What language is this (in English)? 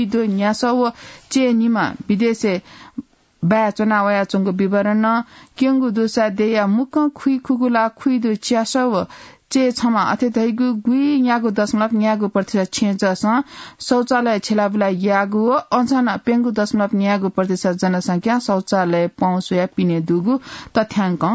Newari